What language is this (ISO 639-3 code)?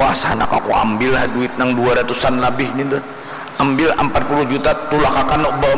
bjn